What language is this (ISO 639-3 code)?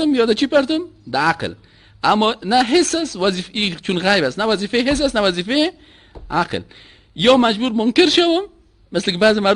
fas